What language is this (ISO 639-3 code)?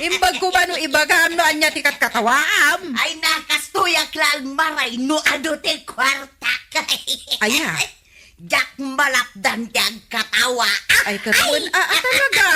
ilo